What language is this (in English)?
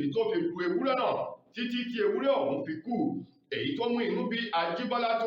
Yoruba